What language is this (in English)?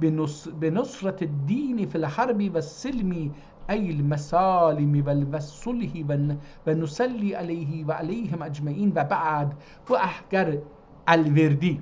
South Azerbaijani